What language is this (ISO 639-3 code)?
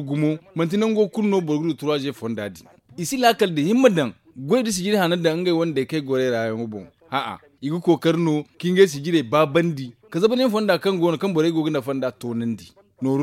dje